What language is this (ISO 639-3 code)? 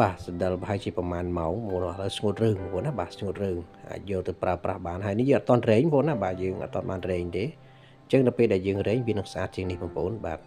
khm